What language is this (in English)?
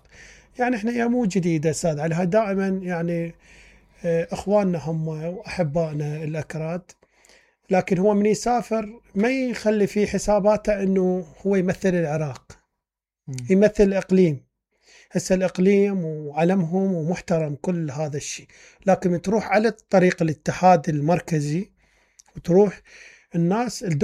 Mesopotamian Arabic